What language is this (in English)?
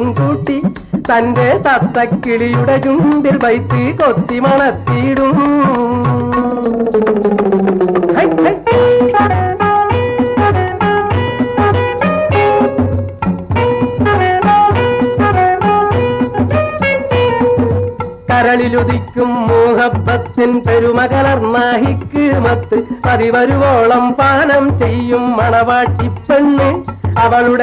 Malayalam